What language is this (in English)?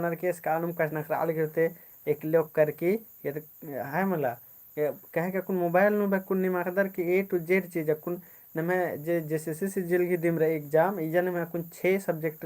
Kurukh